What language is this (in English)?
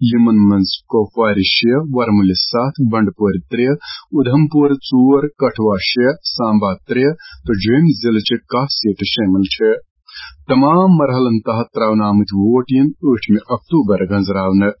Kashmiri